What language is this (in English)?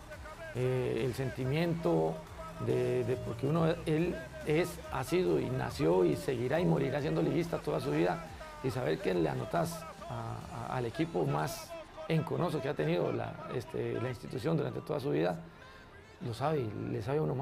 Spanish